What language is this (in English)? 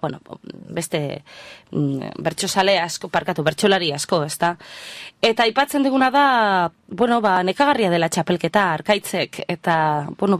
Basque